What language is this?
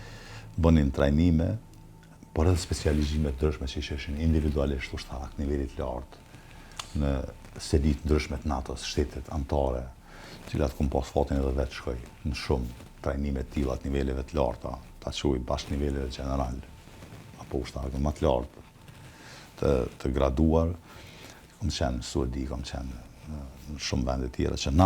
Albanian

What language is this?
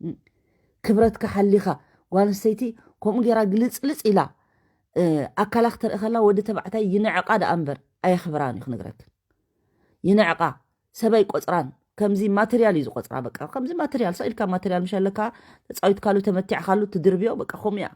Tigrinya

